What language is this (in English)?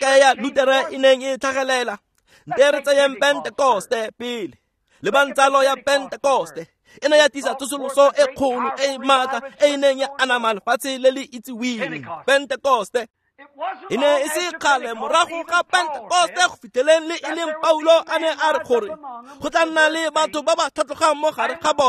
Tswana